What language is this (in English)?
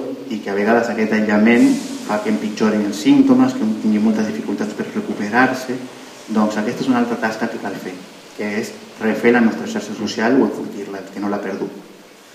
Catalan